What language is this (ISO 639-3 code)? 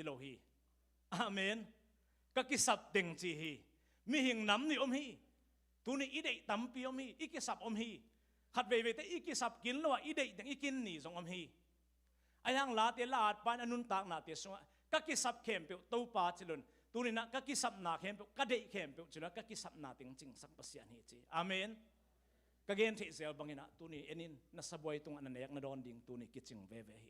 ctd